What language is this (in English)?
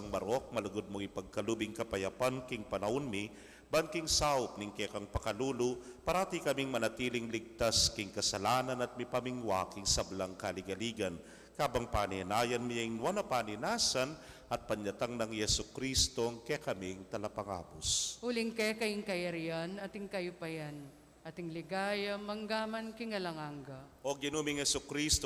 Pampanga